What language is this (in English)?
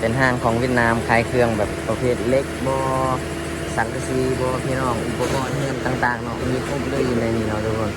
Lao